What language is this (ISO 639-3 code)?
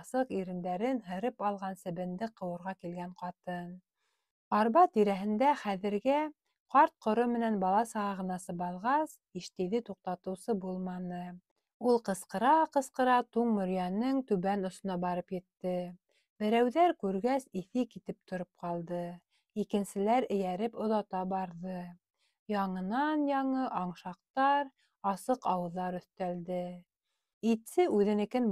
bak